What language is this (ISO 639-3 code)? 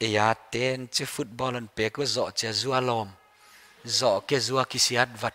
pck